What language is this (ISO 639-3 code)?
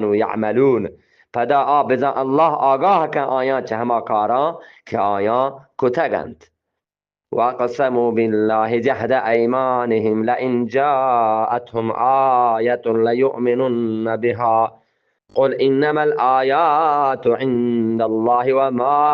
bgp